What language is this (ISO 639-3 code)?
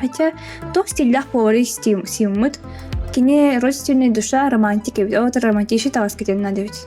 sah